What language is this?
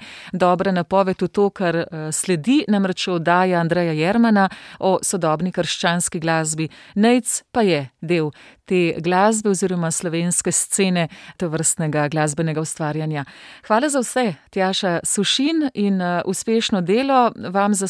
Slovenian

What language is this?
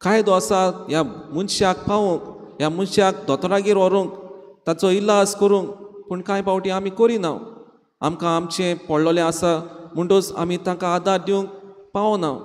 Konkani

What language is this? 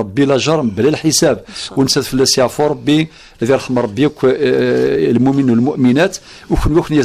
Kabyle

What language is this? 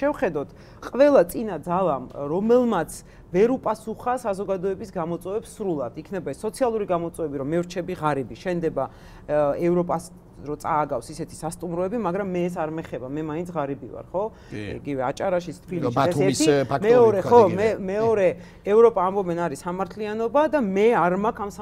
Georgian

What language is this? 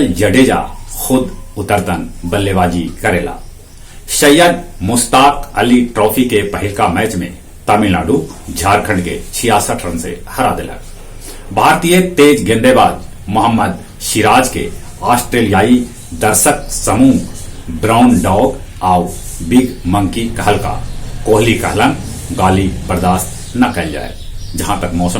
Magahi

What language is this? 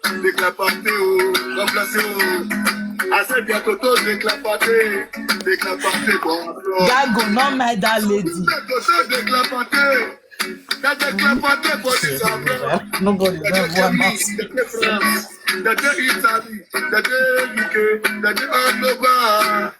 Nigerian Pidgin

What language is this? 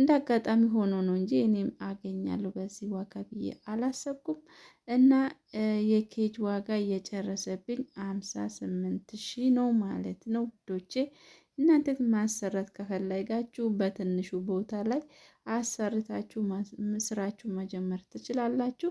Amharic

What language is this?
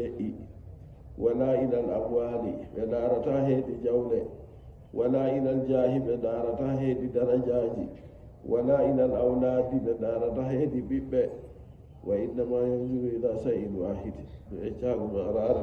Nigerian Fulfulde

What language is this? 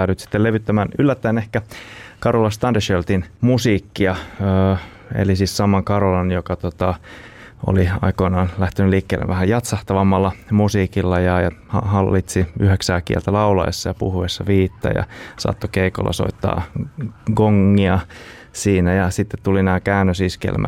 Finnish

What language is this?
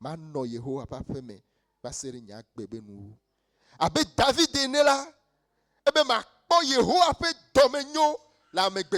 Ewe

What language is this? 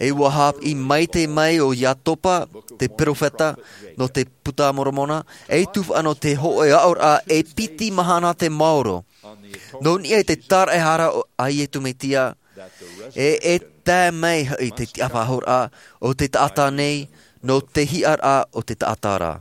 Tahitian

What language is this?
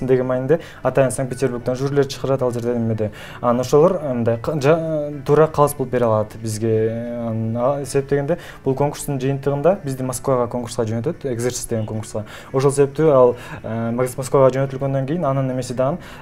Kyrgyz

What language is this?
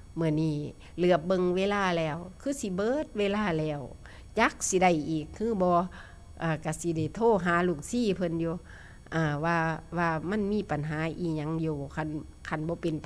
Northeastern Thai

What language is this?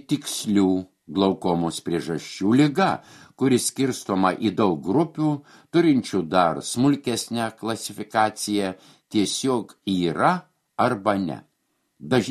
Lithuanian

